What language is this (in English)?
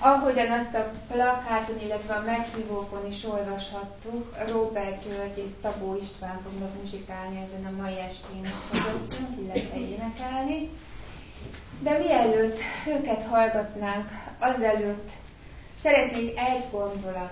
Hungarian